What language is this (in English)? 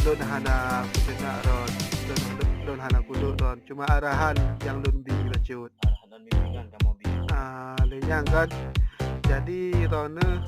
Achinese